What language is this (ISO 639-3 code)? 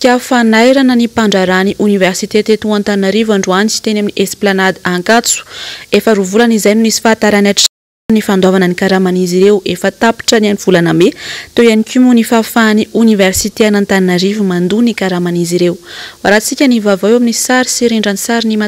mlg